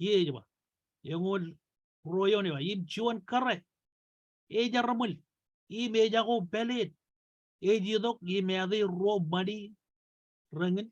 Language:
Marshallese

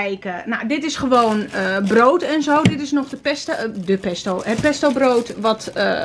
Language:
Dutch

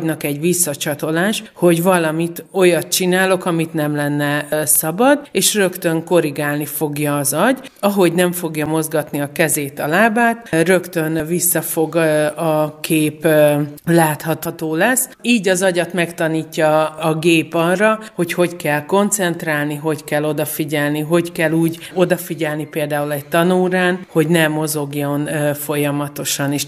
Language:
Hungarian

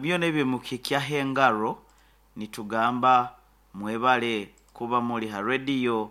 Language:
Nyankole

